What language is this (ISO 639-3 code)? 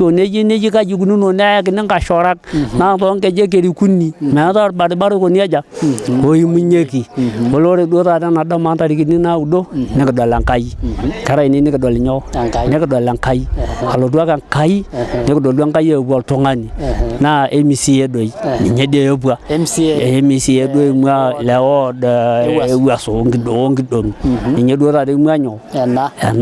mas